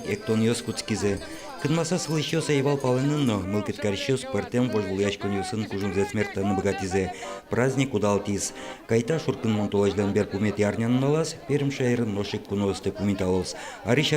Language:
Udmurt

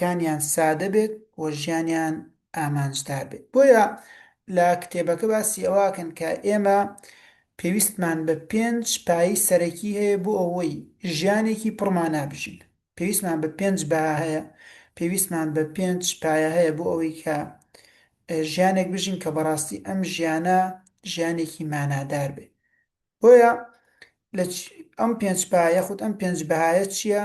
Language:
Central Kurdish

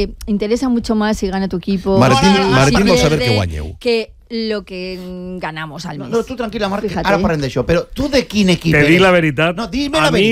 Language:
Catalan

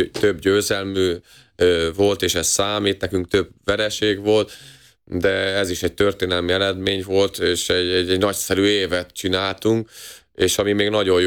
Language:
Hungarian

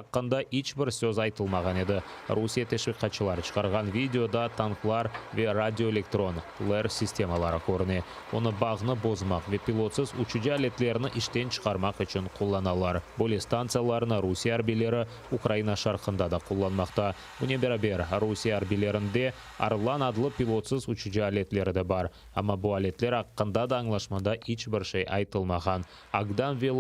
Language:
Crimean Tatar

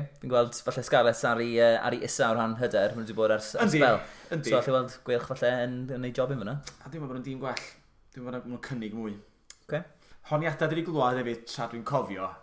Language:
Welsh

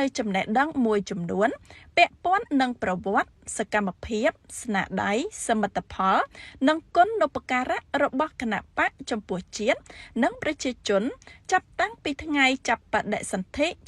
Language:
Khmer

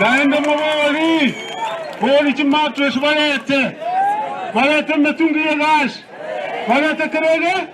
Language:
Gusii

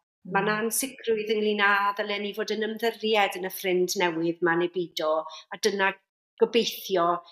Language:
Welsh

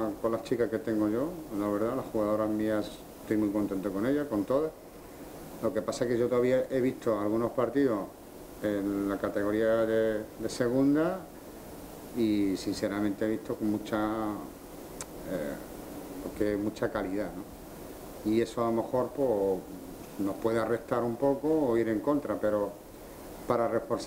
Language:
Spanish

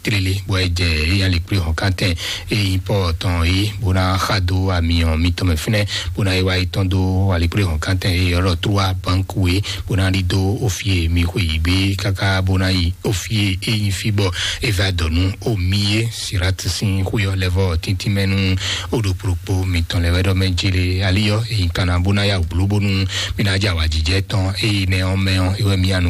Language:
Fon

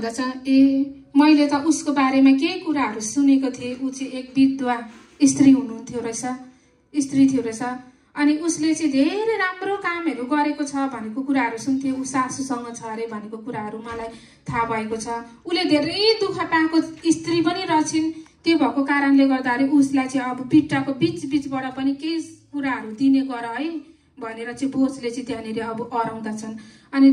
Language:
Nepali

